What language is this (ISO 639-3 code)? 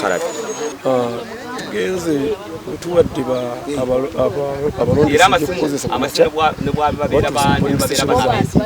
nyn